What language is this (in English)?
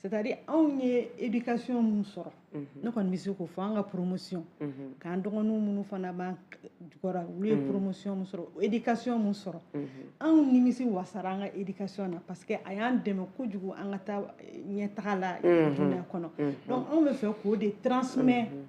Bambara